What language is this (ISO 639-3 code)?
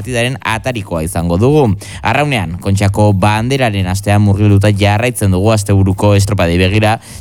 eus